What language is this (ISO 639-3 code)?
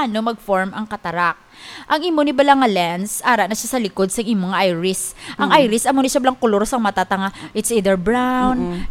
hil